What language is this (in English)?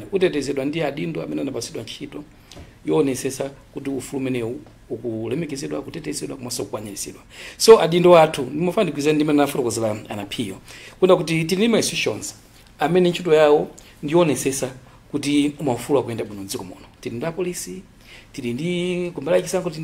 Nyanja